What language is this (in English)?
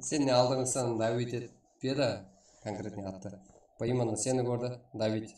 Kara-Kalpak